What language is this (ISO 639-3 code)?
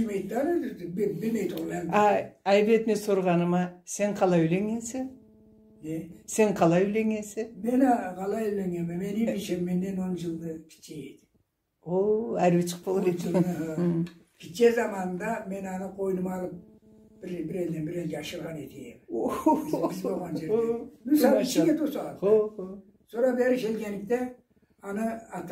krc